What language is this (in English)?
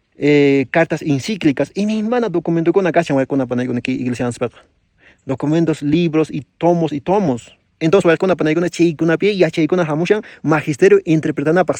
Quechua